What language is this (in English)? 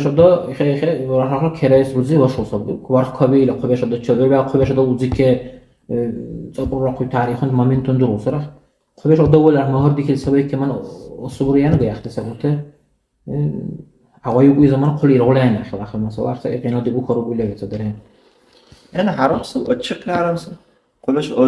Dargwa